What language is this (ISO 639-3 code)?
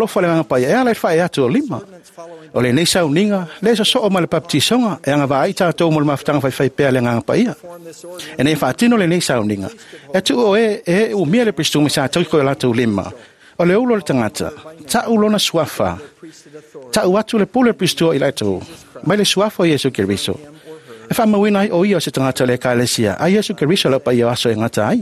smo